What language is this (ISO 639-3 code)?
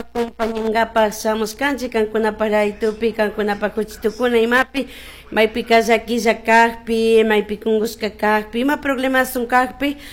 qug